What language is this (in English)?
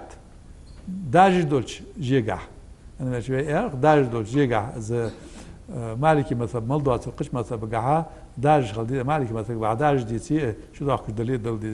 Ingush